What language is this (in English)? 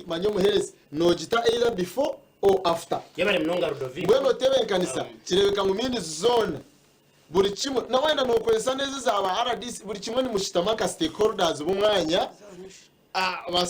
Nyankole